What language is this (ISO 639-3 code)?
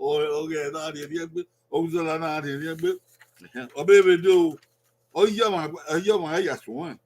bin